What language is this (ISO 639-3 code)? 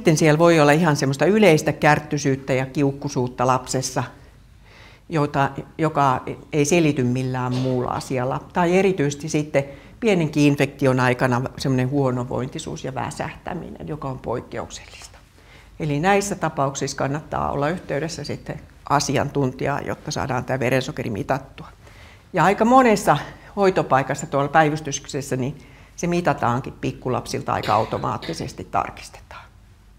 fin